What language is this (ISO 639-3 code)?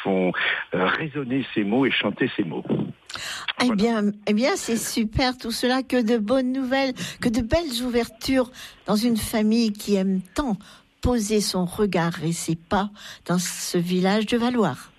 fra